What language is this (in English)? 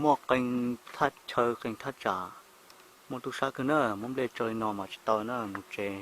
Hmong